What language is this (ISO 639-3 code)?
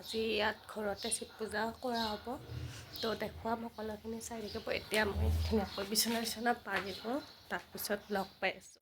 asm